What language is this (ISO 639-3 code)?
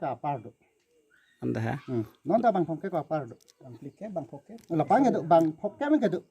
mjw